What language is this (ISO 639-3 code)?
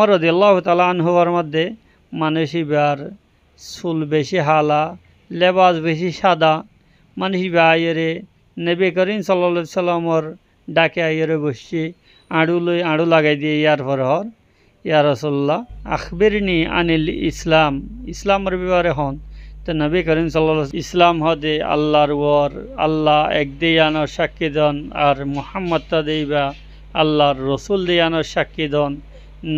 rhg